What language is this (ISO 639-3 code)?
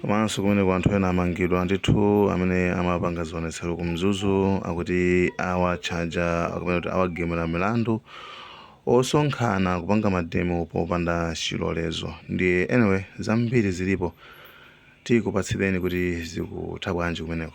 nya